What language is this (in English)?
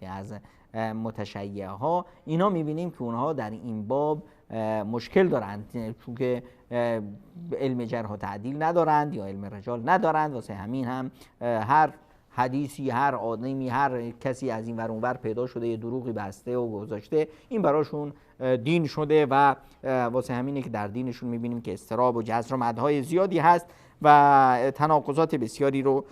Persian